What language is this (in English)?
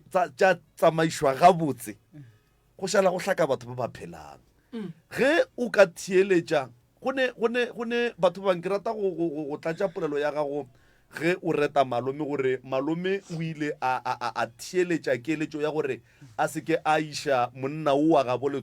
Northern Sotho